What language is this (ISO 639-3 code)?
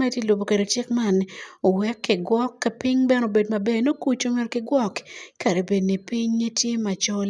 ach